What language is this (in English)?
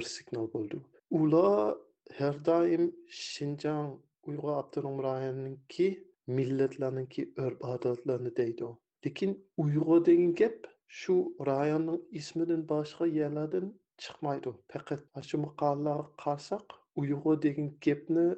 Uyghur